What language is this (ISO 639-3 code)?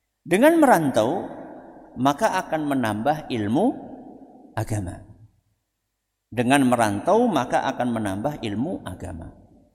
ind